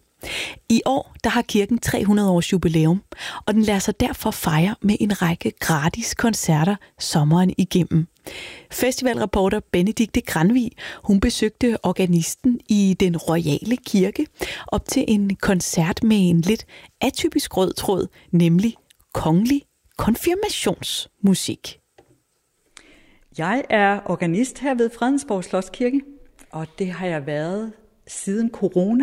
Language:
Danish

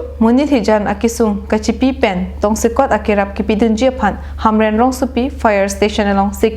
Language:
Karbi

